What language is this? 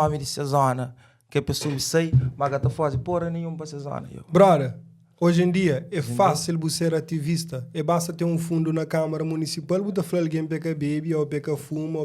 Kabuverdianu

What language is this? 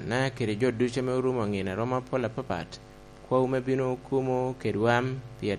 Lango (Uganda)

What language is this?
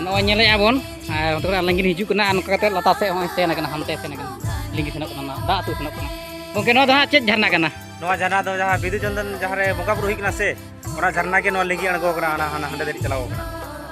Santali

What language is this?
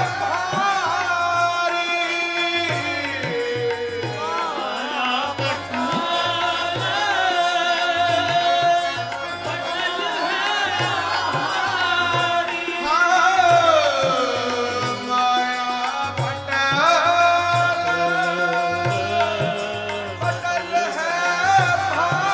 Punjabi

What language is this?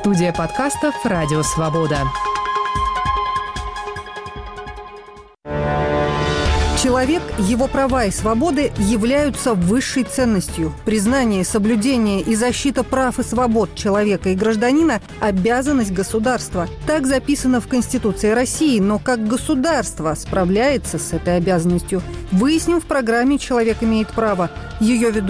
Russian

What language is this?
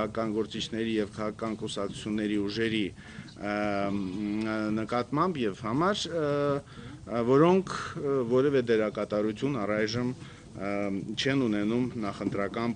Armenian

